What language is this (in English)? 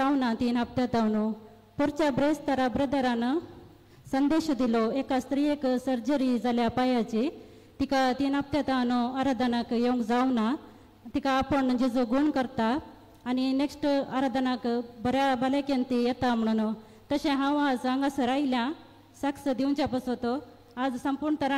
Konkani